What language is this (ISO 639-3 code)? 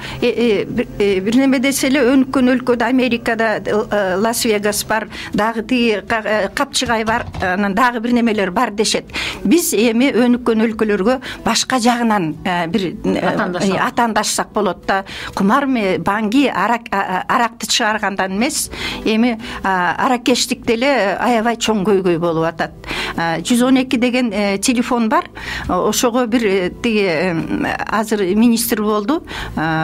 kir